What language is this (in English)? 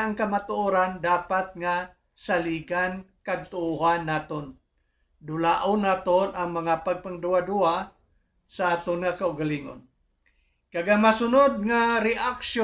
Hiligaynon